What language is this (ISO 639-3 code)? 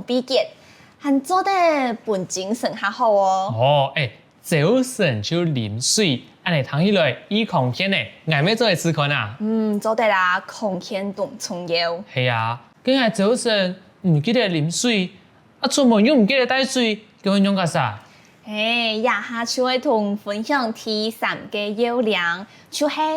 hak